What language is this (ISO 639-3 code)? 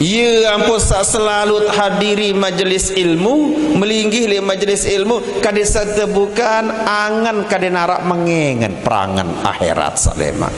sas